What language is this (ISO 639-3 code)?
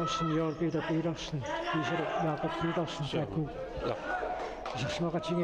kal